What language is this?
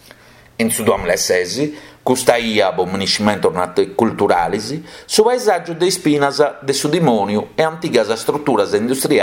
Sardinian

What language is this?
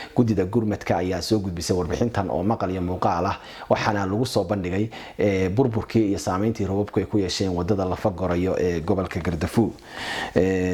Somali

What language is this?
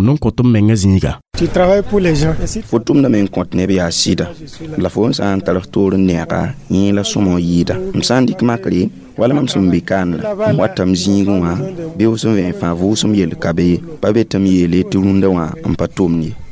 Mossi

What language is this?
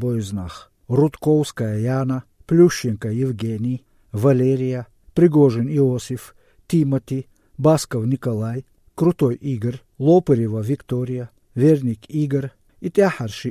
Chechen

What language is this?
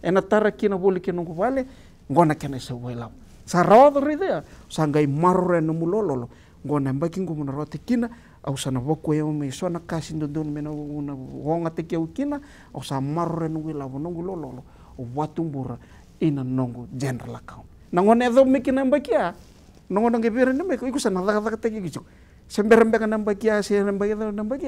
Fijian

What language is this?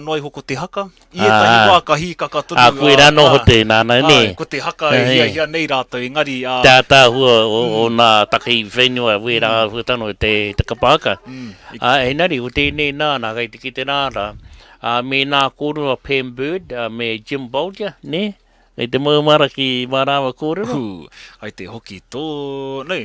Māori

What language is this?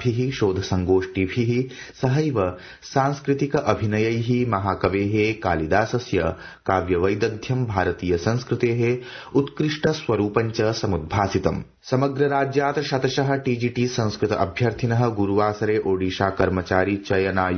Sanskrit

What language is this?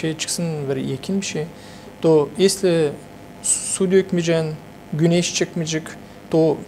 Gagauz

